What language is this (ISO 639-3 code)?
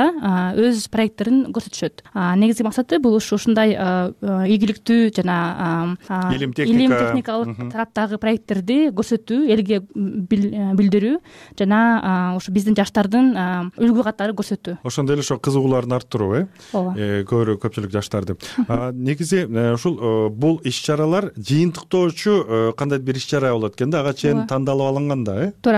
kir